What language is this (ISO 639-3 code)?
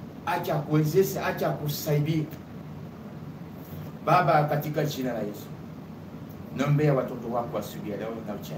swa